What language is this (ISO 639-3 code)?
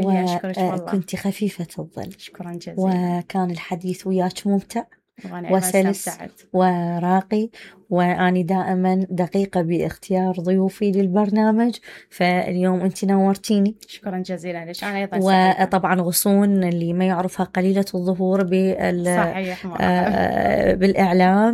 acm